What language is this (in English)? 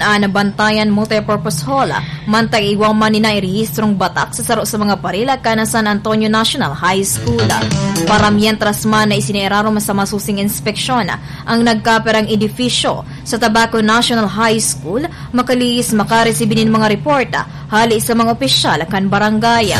Bikol